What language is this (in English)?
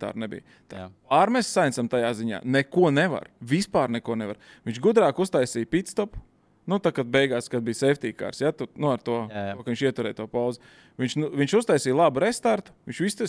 Latvian